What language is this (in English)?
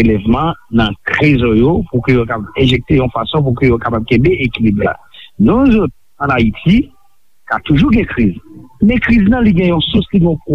Haitian Creole